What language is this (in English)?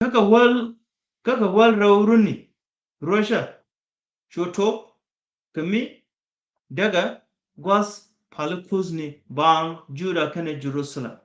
Nuer